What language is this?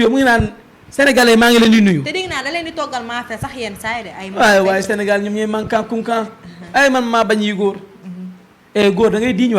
Wolof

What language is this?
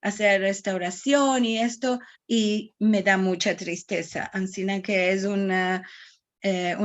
Ladino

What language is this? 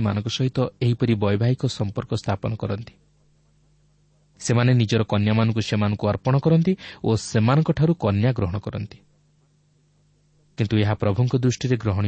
Odia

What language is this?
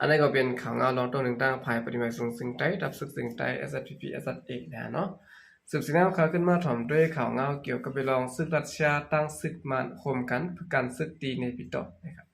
Shan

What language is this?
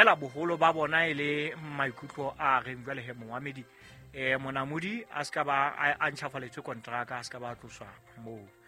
Southern Sotho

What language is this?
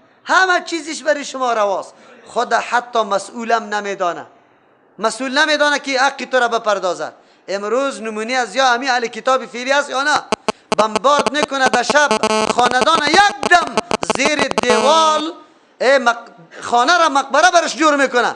Persian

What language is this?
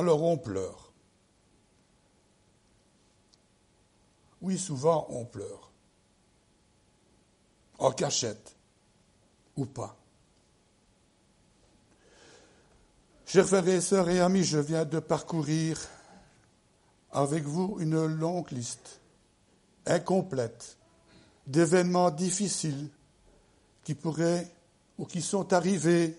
French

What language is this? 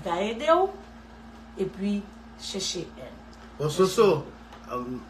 Haitian Creole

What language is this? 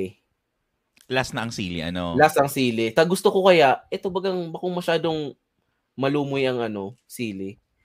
Bikol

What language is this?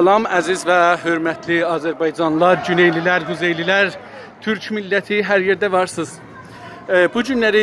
South Azerbaijani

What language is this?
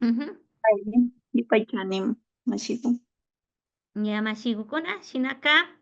Imbabura Highland Quichua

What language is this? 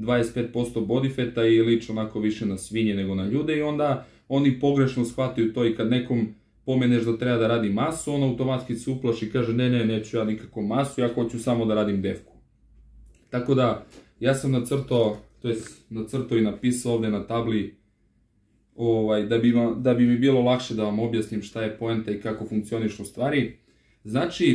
Serbian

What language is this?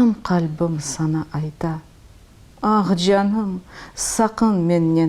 Crimean Tatar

